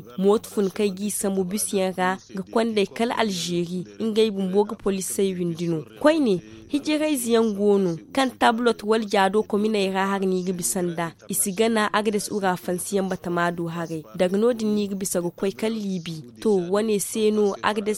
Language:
Zarma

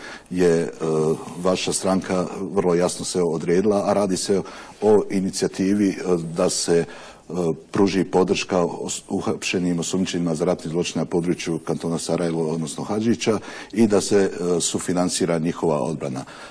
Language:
Bosnian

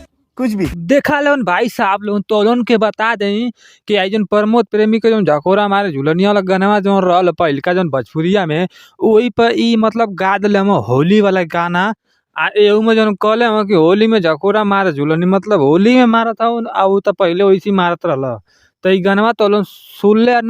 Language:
Bhojpuri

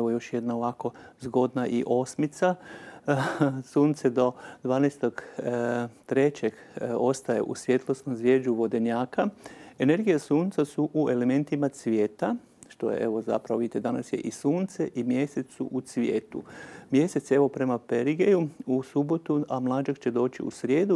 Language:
Croatian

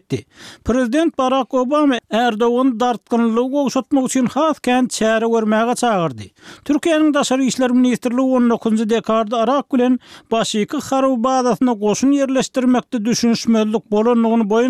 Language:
Turkmen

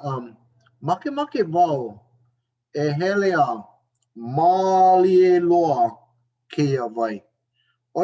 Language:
Hawaiian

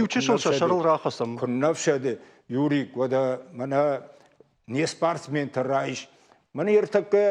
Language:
Ossetic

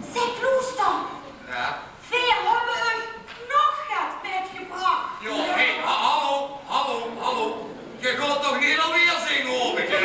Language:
Limburgish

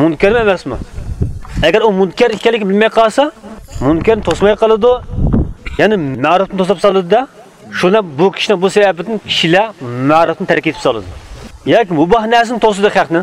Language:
Uyghur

